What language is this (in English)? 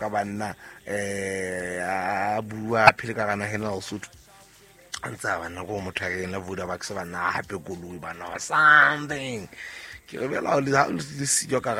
Southern Sotho